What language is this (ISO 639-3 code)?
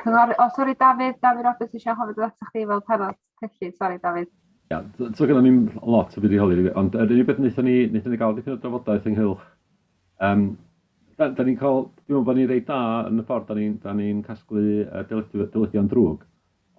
cym